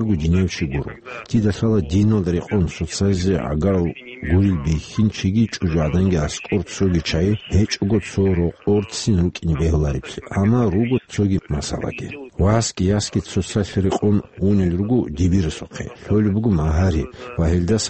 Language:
Avaric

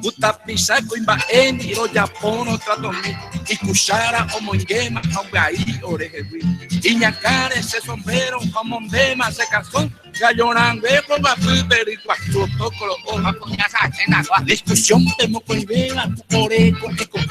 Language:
Guarani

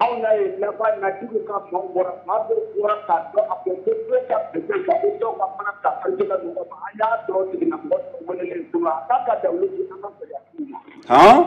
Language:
Bambara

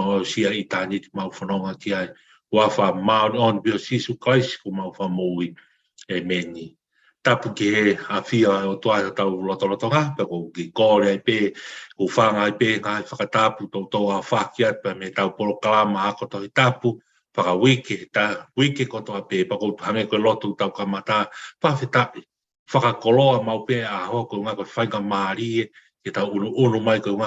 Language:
Tongan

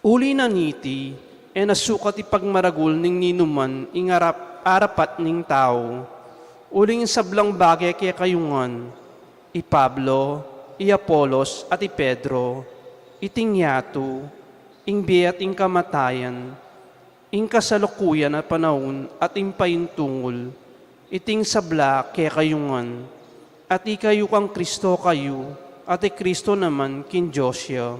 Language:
Pampanga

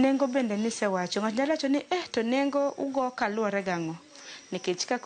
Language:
Luo (Kenya and Tanzania)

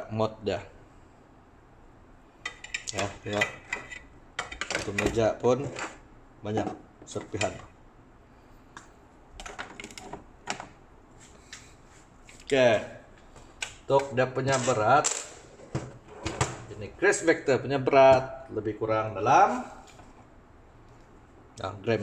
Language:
Malay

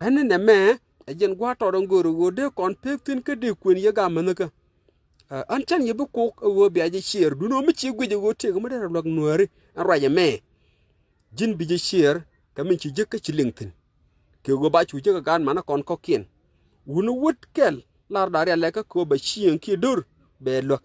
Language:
Nuer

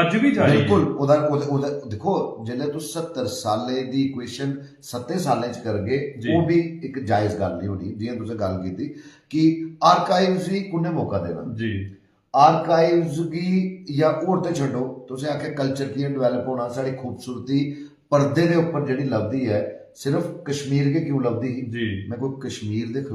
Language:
Dogri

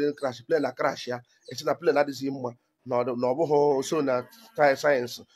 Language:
Igbo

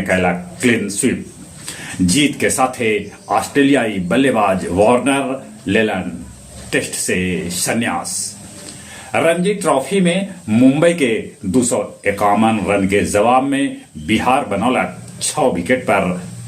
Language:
Magahi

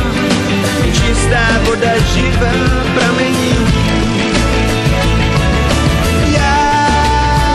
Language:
Czech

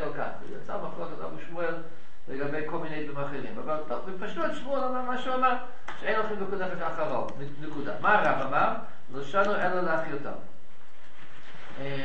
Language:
Hebrew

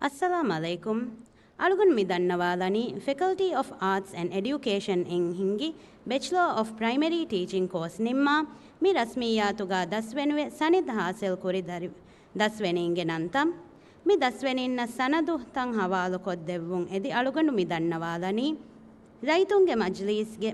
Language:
Divehi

